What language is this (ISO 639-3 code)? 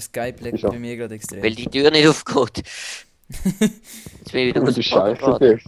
gsw